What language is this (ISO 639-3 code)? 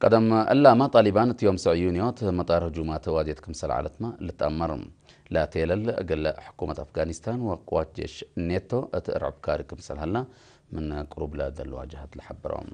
tig